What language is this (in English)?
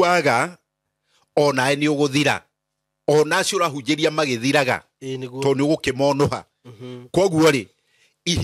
Kikuyu